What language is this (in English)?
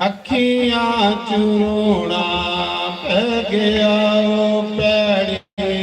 Dogri